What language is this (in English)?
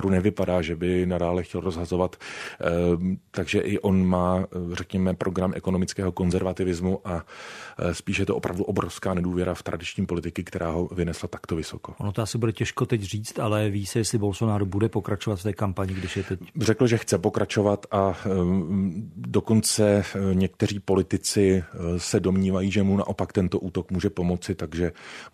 Czech